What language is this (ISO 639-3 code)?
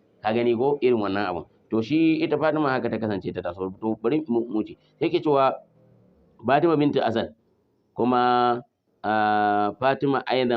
hau